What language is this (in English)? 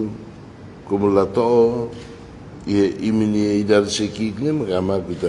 Tetum